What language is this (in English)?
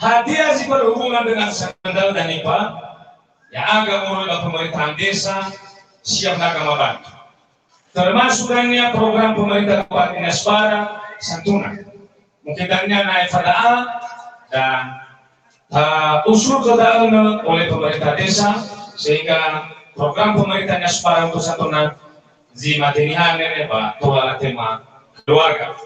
Nias